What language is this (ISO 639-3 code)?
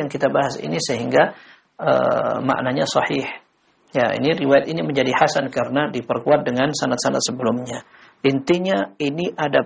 ind